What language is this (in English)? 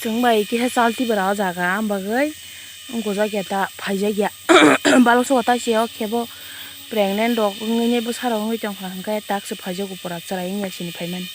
Kok Borok